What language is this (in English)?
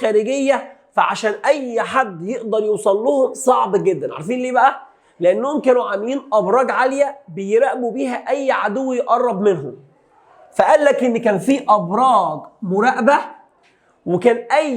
Egyptian Arabic